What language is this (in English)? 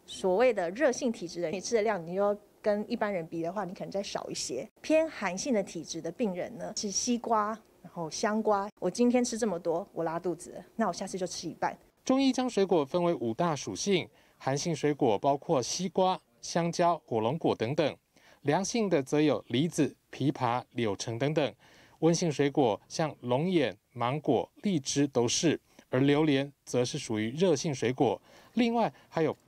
Chinese